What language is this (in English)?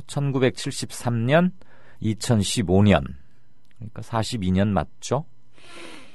Korean